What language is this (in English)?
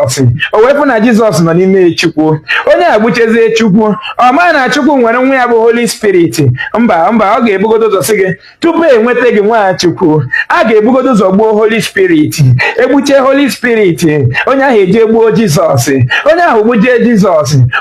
Igbo